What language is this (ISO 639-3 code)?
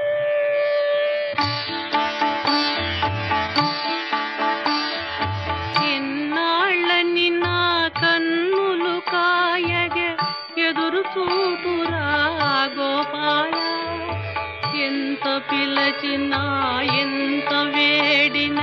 tel